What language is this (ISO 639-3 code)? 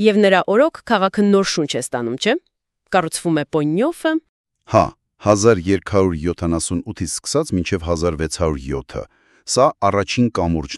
hye